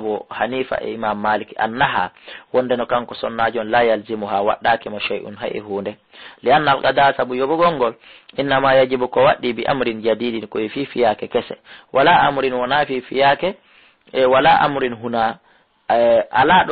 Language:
Fula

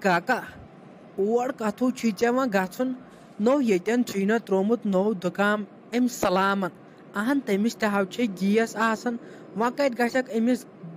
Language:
Kashmiri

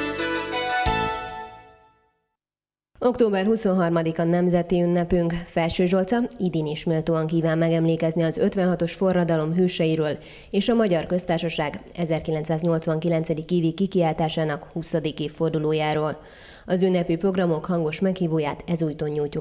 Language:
Hungarian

